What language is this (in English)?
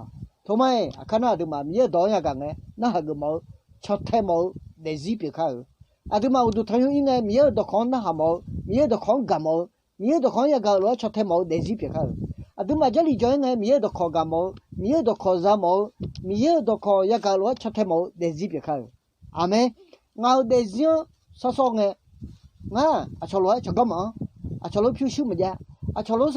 Akha